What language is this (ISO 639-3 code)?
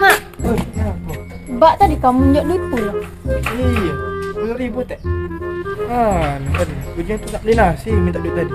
mui